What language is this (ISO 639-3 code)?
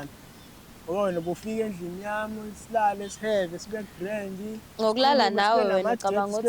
zul